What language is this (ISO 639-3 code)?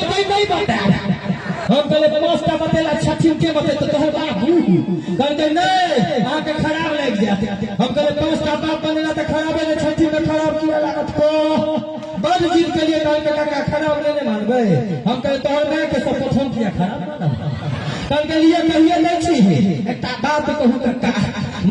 mai